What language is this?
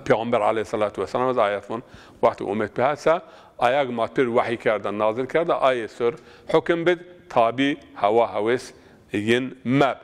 Zaza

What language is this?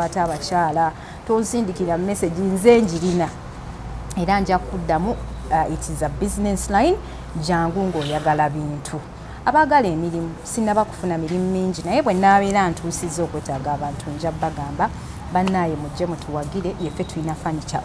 Ganda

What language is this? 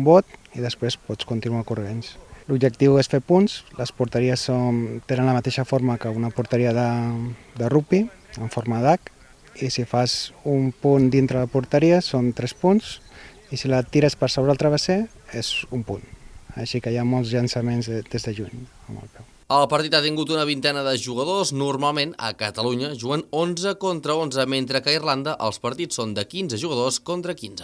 Catalan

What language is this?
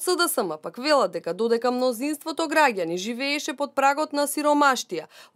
Macedonian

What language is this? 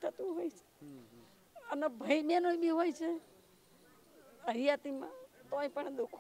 Gujarati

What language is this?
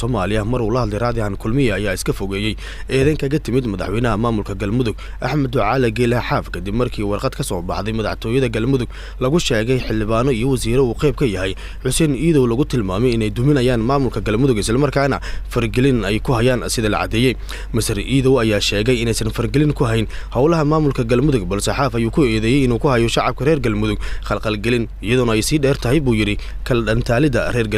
Somali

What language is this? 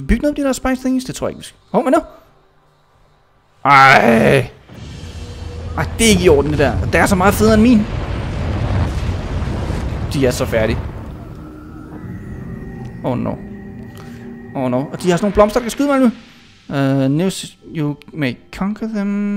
Danish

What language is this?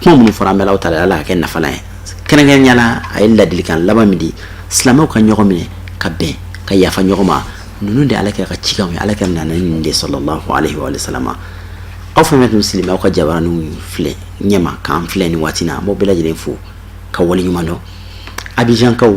Bambara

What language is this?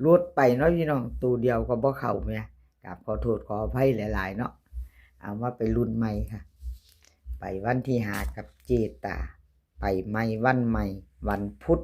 Northeastern Thai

